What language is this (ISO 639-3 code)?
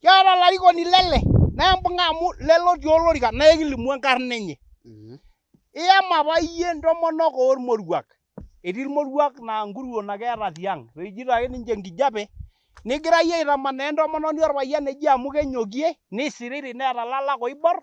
mas